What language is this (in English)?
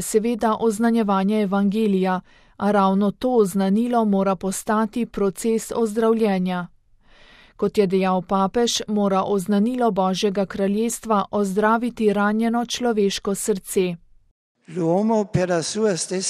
Slovenian